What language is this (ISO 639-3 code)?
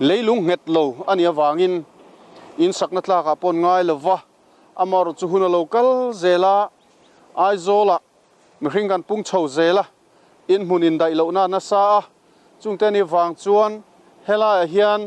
lus